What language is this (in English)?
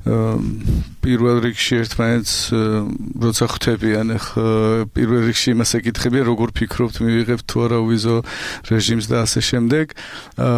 Georgian